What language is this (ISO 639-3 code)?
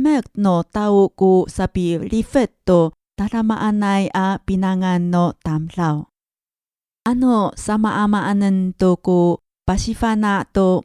ami